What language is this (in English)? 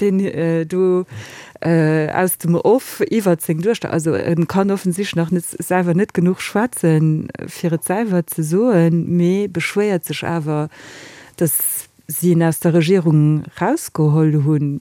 Luxembourgish